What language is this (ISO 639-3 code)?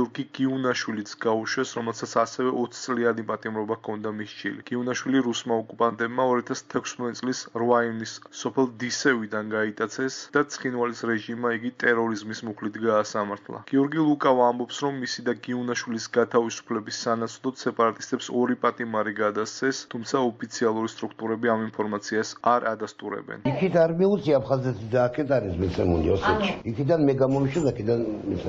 kat